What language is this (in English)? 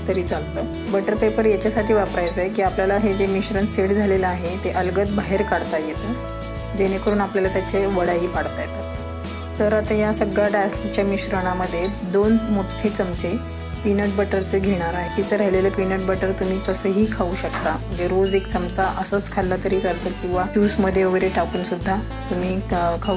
Marathi